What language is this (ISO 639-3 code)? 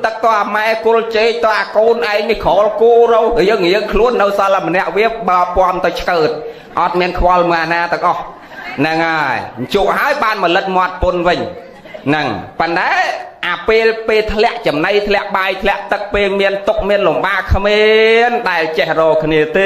khm